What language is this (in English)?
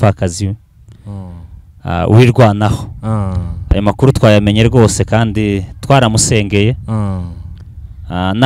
Kinyarwanda